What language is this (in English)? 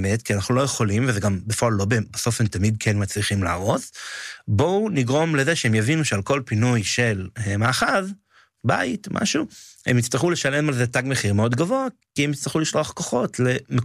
Hebrew